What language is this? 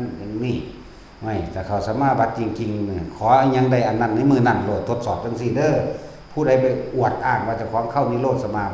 Northeastern Thai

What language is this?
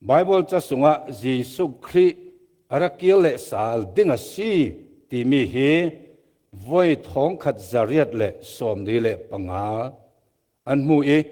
Falam Chin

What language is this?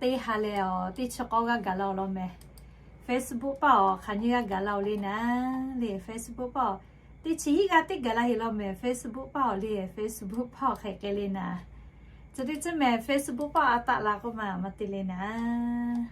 Lahu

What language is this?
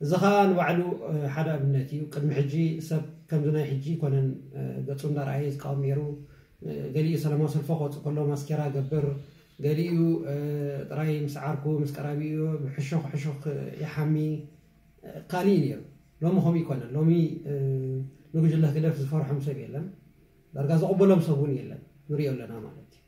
Tigrinya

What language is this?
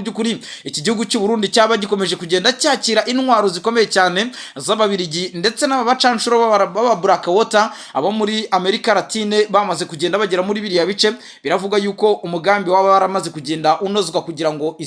Kinyarwanda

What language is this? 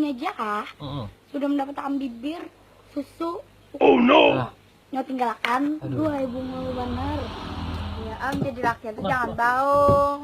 Banjar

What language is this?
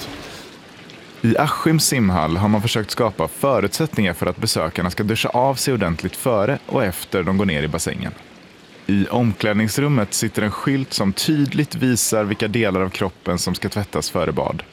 Swedish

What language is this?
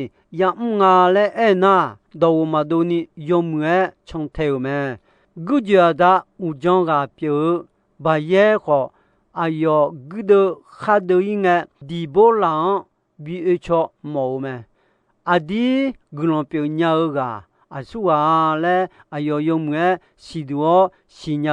Akha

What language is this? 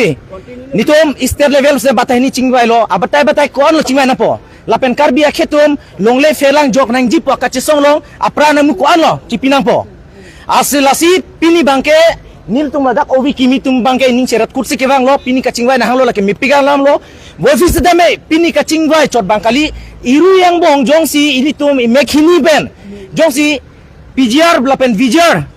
Karbi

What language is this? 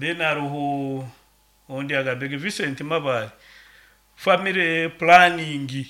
Nyankole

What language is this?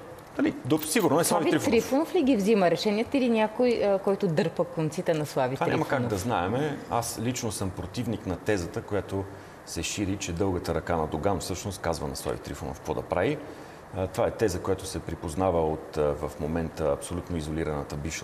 Bulgarian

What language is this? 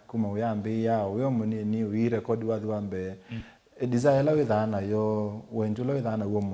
Kamba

